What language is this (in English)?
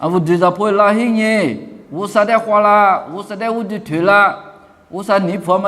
Lisu